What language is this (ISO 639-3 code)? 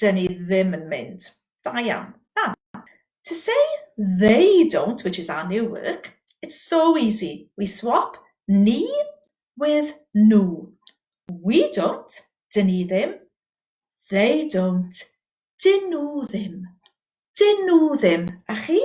cym